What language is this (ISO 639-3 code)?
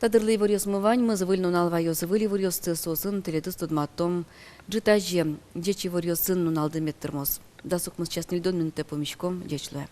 udm